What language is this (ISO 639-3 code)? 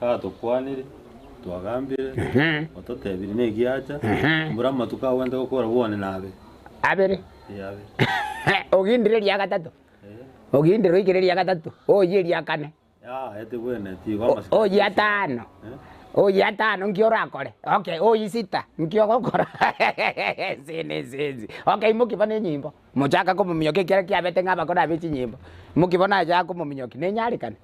guz